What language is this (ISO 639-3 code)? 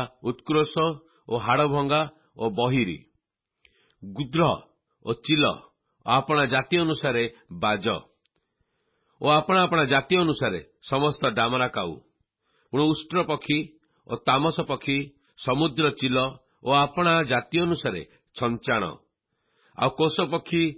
ori